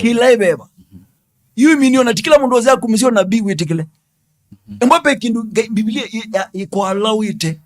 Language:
Kamba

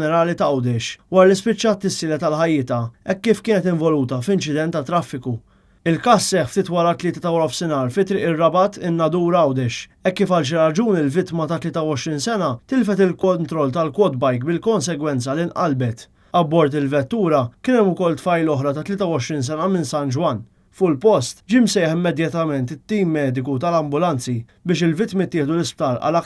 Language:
Maltese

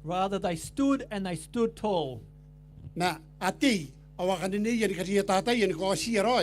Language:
Gilbertese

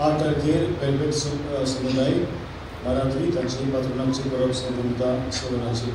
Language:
Konkani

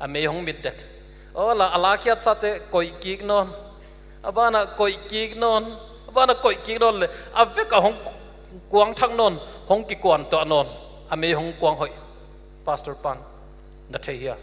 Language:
Paite Chin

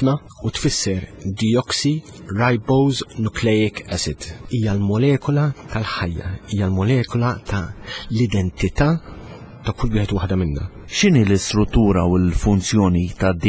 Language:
Maltese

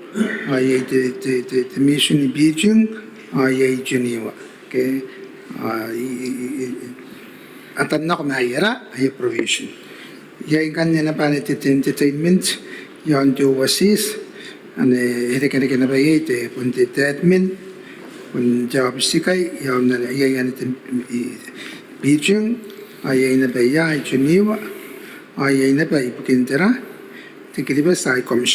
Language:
Gilbertese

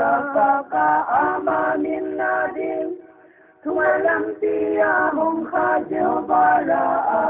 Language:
Paite Chin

